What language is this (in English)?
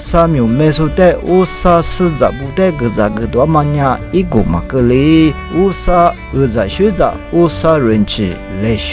Lisu